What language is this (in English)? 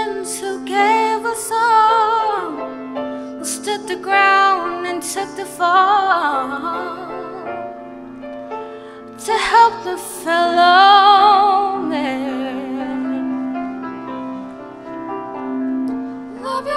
English